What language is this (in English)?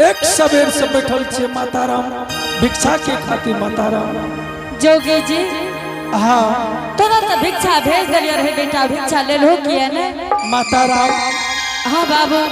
Angika